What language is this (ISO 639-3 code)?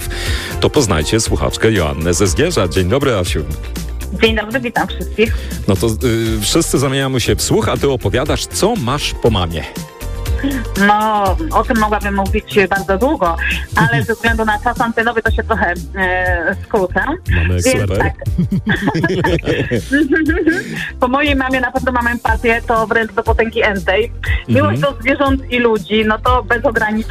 pol